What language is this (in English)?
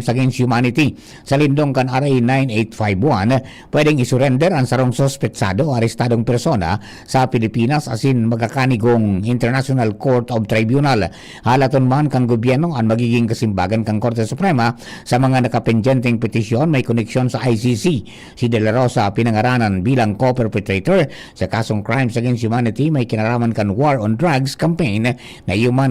Bikol